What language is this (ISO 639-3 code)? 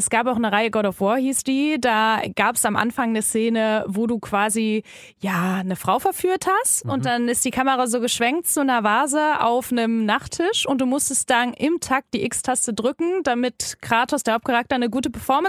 deu